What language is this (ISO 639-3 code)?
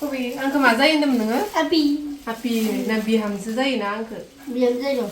brx